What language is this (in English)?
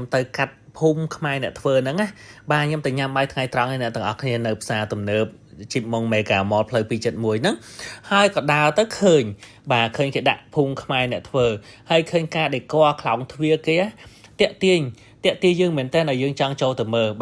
Khmer